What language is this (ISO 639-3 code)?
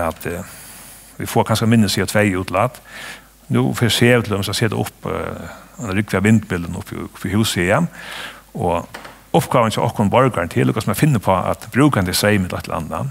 fao